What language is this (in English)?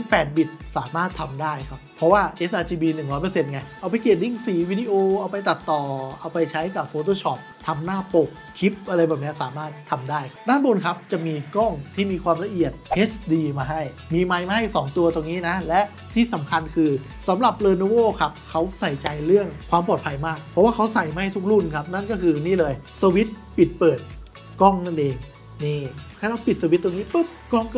Thai